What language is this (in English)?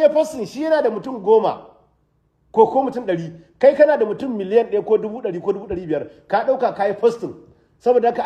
Hausa